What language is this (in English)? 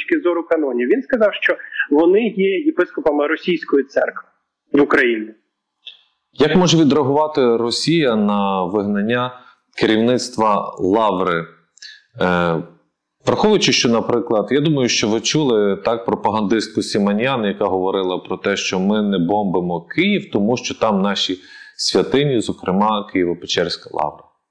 Ukrainian